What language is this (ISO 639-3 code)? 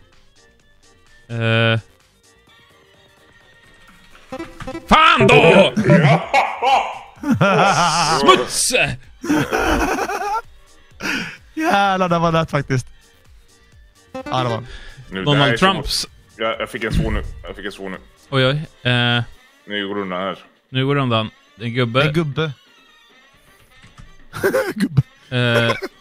swe